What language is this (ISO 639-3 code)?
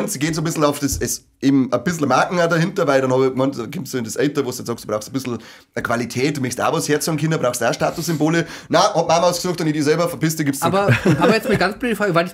bar